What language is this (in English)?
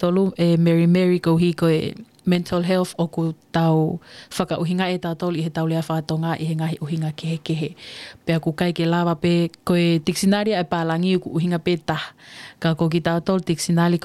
Tongan